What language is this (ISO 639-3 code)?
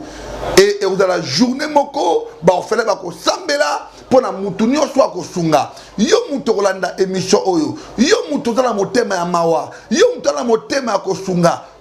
lin